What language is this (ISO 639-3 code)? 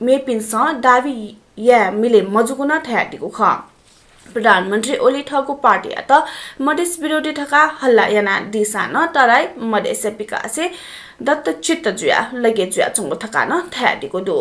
new